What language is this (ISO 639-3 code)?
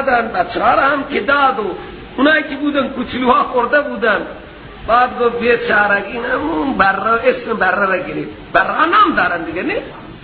fas